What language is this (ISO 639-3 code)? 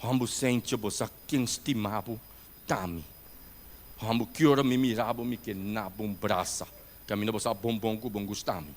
pap